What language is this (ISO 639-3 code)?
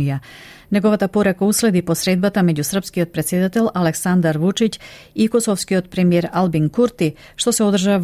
mkd